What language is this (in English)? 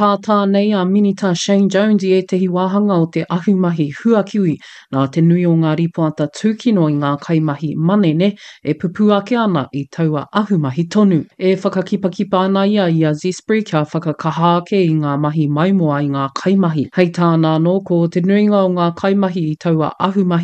Māori